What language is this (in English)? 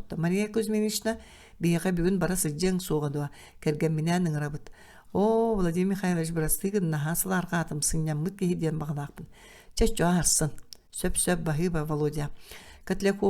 Yakut